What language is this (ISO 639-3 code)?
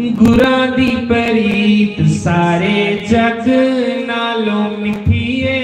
doi